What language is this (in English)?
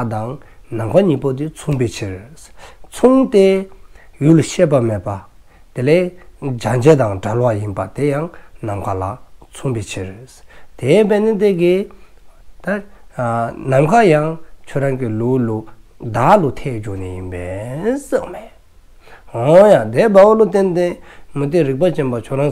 Dzongkha